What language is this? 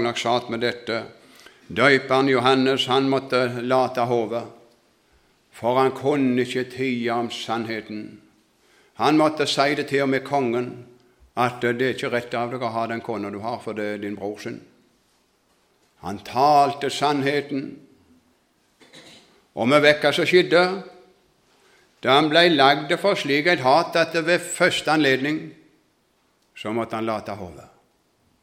Norwegian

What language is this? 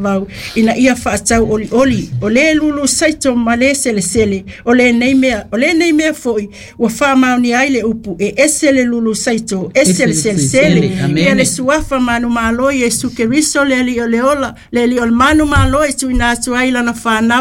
Samoan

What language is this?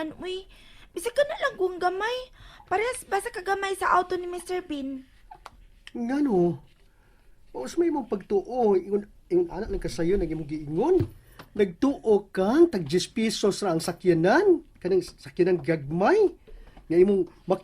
Cebuano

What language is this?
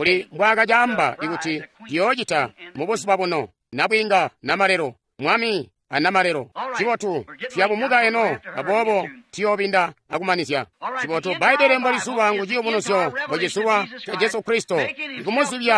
Tonga (Zambia)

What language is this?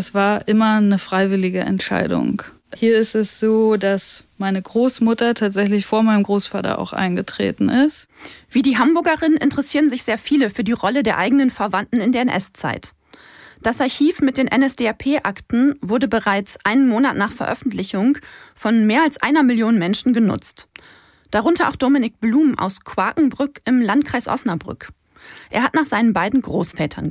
German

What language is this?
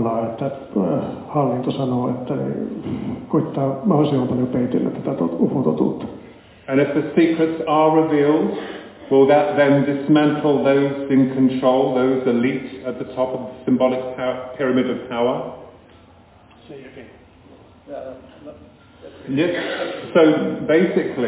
Finnish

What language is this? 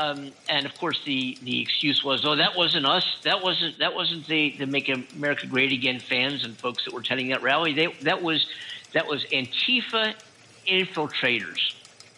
English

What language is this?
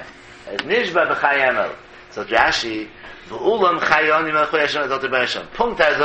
Yiddish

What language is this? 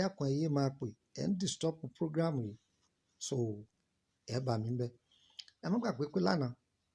Yoruba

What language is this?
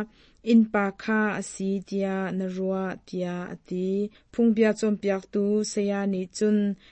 Hakha Chin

